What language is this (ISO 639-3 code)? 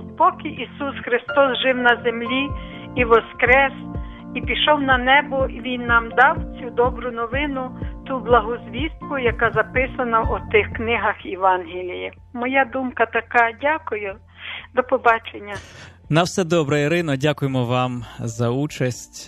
ukr